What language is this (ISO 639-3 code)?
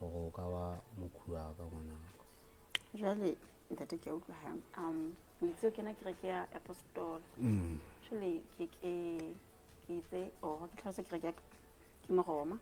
sot